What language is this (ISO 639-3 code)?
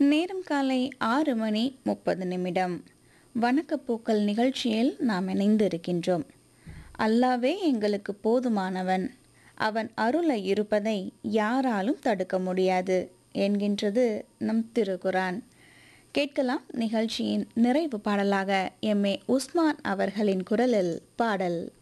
tam